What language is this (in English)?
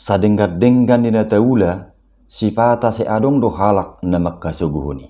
Batak Toba